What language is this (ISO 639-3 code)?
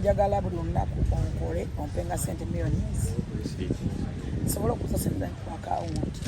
lug